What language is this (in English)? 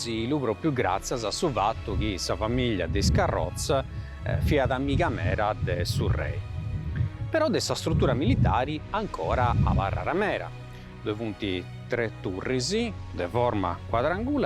Sardinian